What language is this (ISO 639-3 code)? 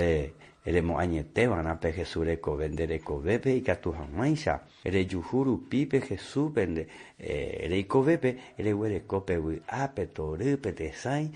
grn